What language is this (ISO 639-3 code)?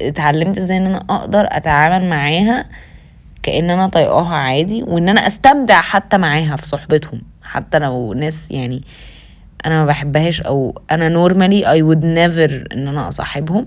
arz